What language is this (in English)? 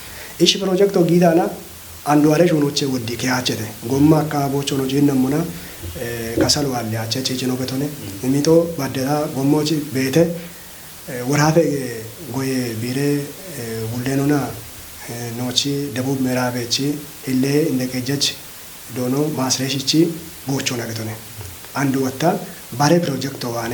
Kafa